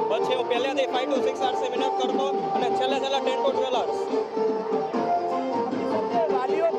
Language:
Gujarati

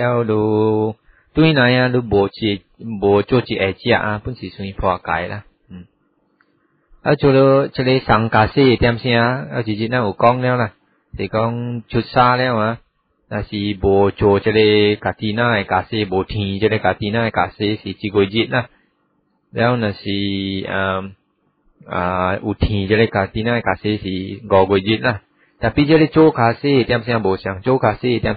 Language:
Vietnamese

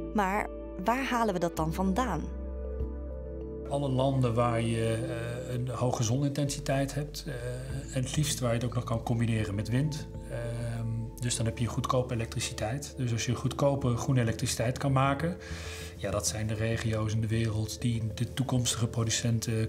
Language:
Dutch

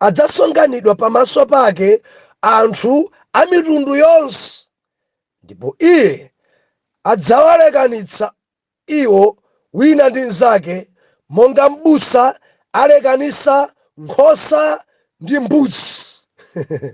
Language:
Nyanja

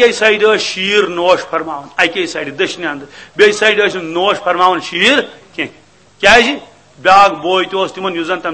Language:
Kashmiri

